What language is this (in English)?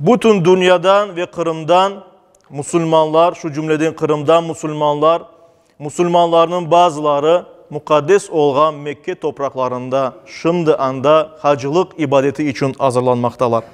Crimean Tatar